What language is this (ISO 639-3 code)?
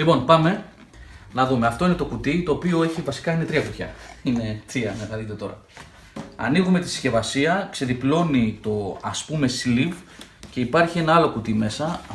ell